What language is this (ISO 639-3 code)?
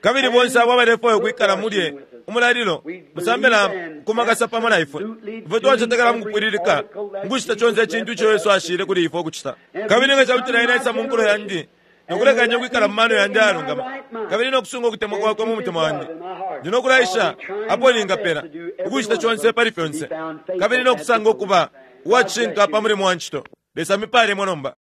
bem